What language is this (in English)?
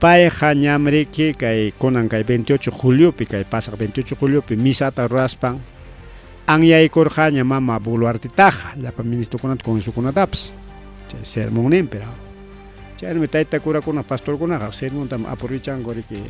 Ayacucho Quechua